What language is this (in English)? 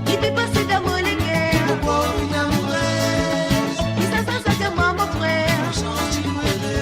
Morisyen